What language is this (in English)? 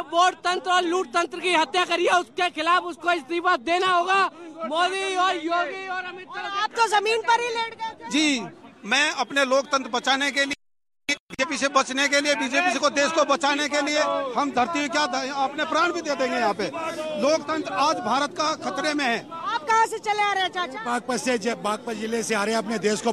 Hindi